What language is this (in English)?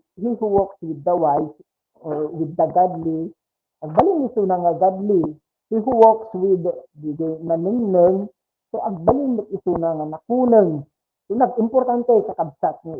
Iloko